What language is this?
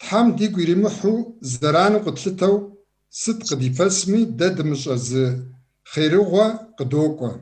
Kabardian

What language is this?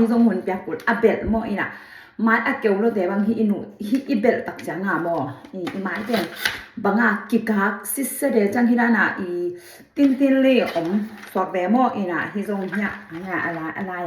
Tedim Chin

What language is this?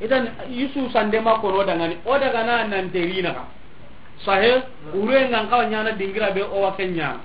Soninke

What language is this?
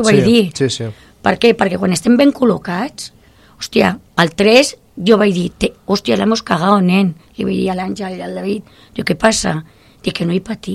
Catalan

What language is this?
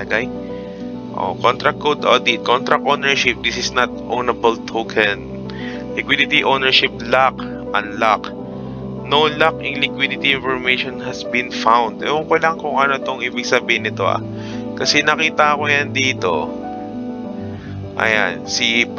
Filipino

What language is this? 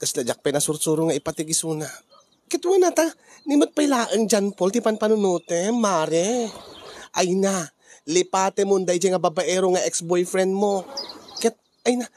Iloko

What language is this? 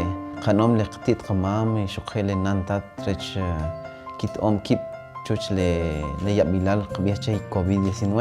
Kʼicheʼ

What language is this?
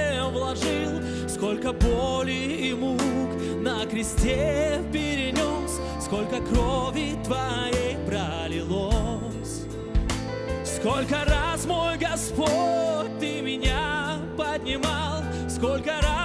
Russian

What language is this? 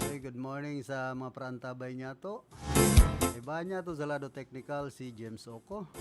Bikol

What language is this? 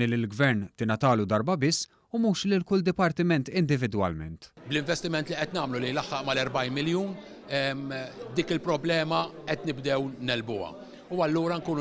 Maltese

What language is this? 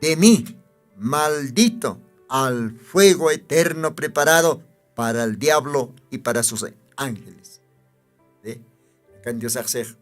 Aymara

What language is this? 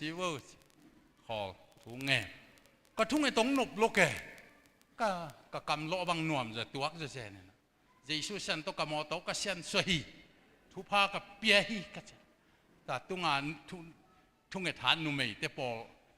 Tedim Chin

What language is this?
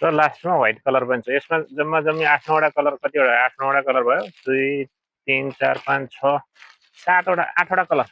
Nepali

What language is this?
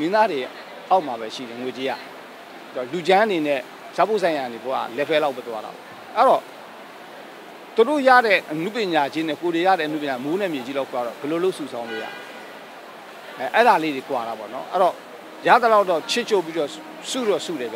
Burmese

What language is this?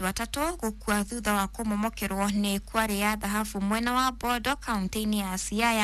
Kikuyu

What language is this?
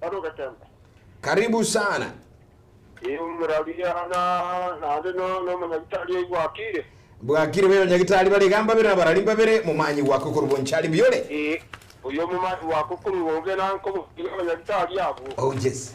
Gusii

